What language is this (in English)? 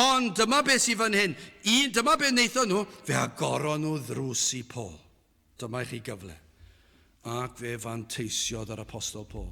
Welsh